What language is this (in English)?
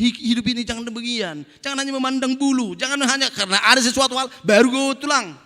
Batak Toba